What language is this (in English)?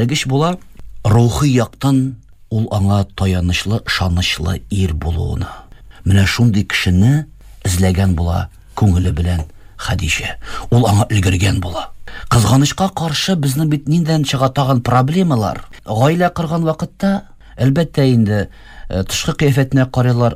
Tatar